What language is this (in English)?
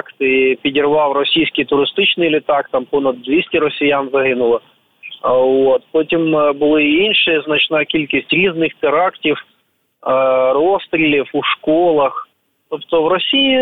Ukrainian